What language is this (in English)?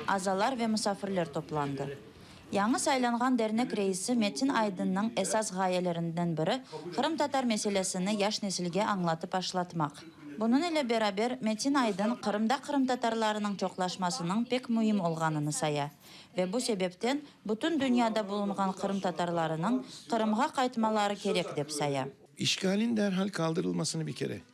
Crimean Tatar